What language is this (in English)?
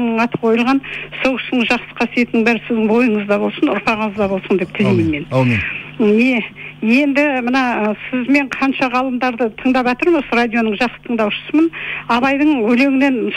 Kazakh